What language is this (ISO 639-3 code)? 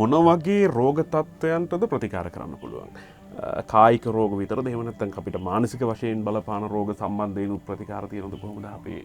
sin